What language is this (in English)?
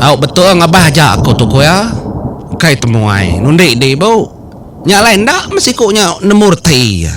Iban